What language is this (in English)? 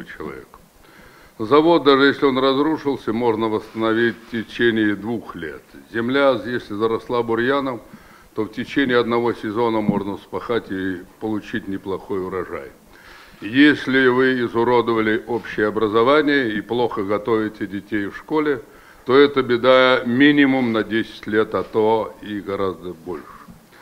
Russian